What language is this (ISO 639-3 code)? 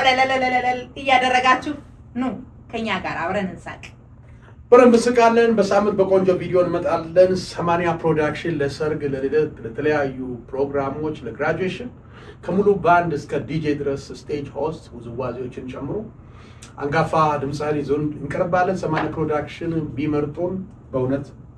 amh